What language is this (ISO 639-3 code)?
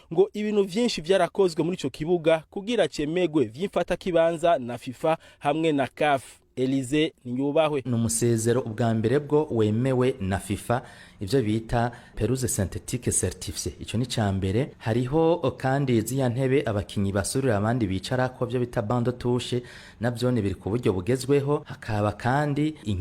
run